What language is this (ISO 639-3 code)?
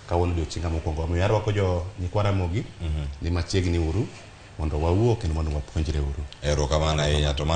luo